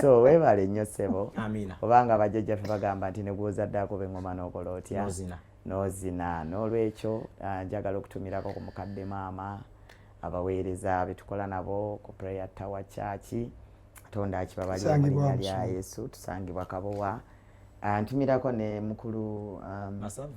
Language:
Ganda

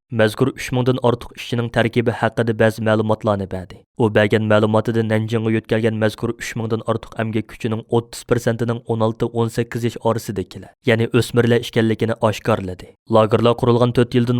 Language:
Uyghur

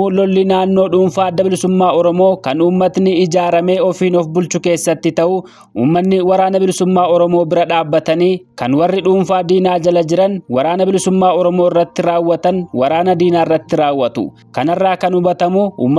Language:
Oromo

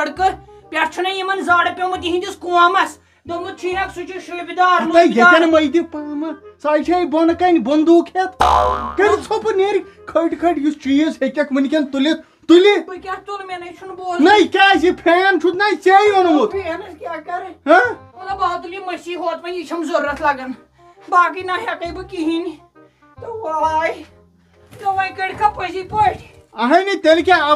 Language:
Kashmiri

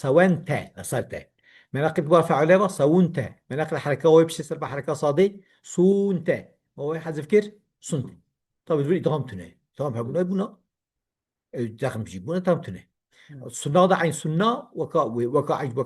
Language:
Kurdish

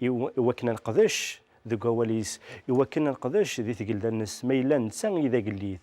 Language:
Kabyle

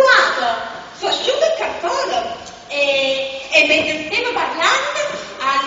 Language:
Neapolitan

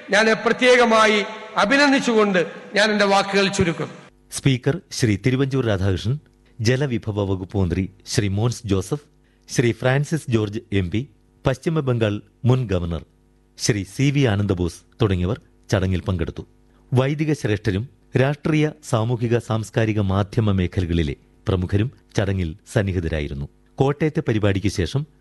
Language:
Malayalam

